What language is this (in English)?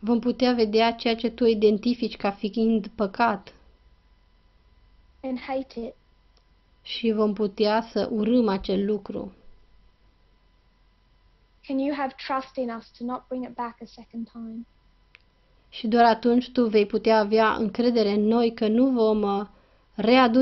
Romanian